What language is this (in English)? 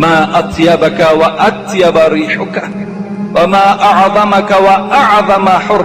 Tajik